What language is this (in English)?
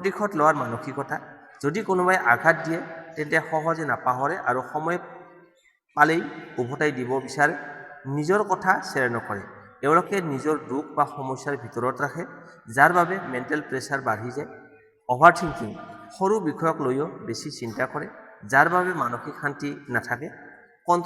Assamese